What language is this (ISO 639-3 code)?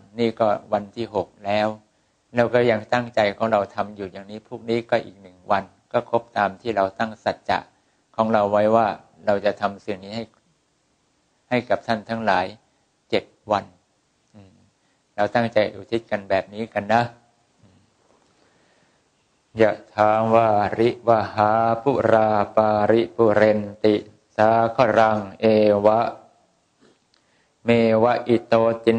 tha